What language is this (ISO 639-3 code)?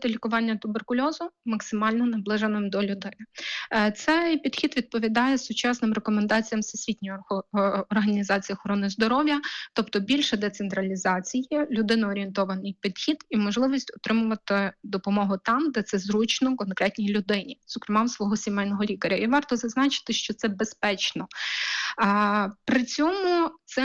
ukr